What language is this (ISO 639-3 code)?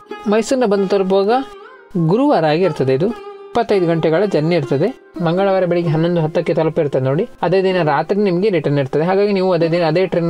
kan